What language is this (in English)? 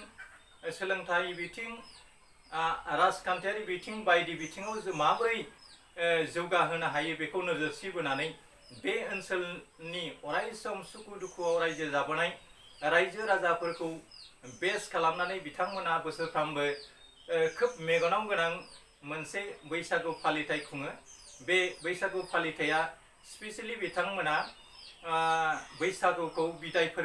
Bodo